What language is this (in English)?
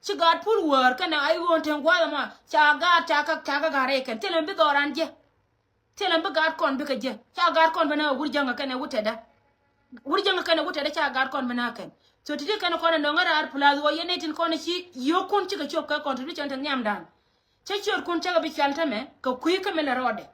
Nuer